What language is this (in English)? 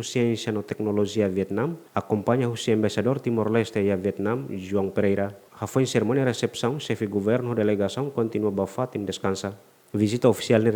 Tetum